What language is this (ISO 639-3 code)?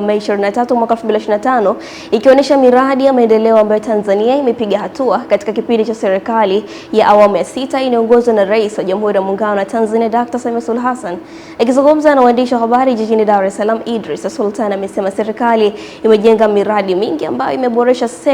swa